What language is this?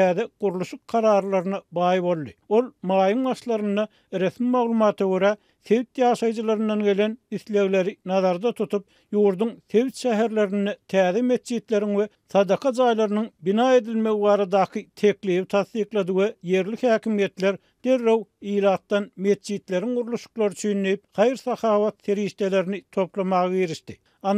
Turkmen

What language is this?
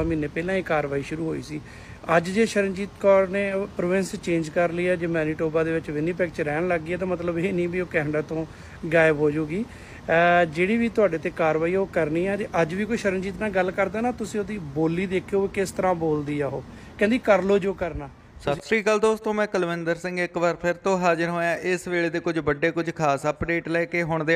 Punjabi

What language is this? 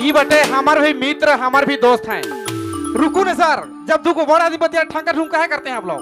Sadri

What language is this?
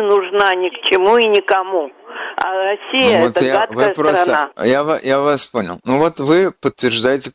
Russian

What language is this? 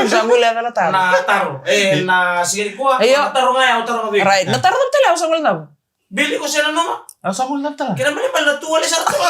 Fijian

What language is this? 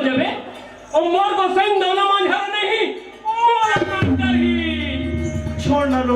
Chhattisgarhi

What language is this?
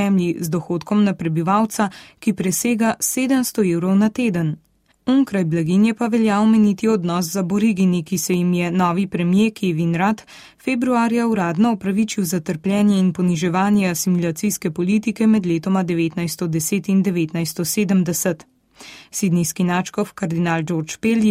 Slovenian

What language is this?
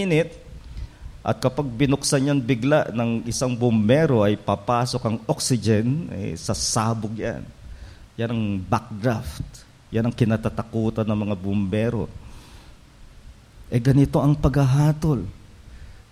Filipino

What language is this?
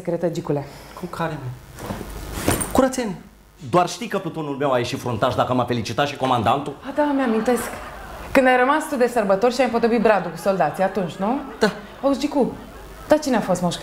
Romanian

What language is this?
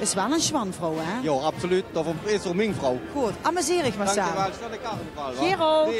Limburgish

